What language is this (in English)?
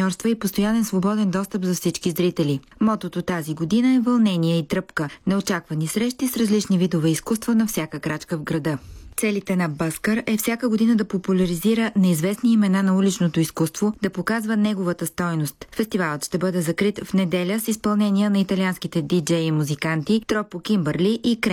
Bulgarian